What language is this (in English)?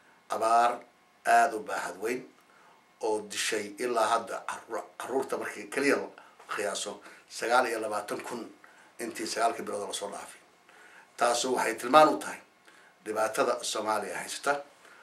Somali